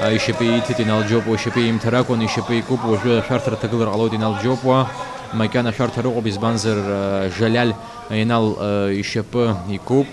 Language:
Abkhazian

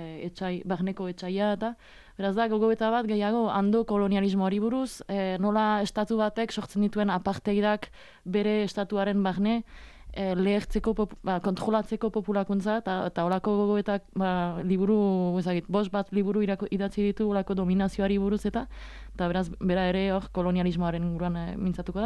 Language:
Basque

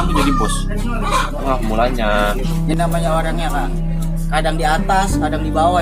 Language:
Betawi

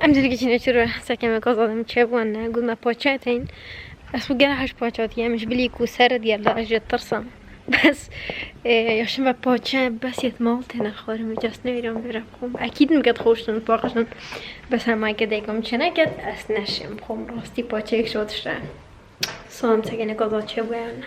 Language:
Kurdish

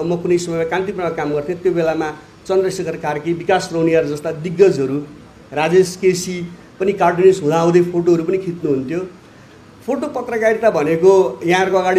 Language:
Nepali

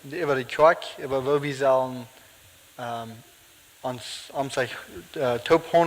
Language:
Plautdietsch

